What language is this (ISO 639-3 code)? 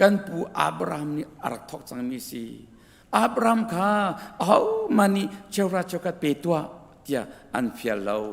cnh